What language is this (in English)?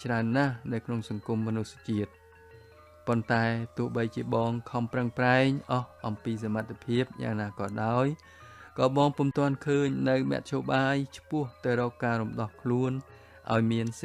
Khmer